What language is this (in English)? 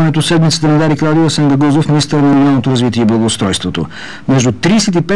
Bulgarian